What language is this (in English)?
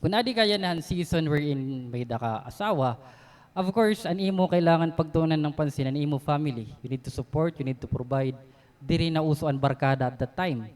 Waray